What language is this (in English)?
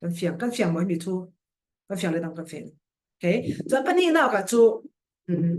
Falam Chin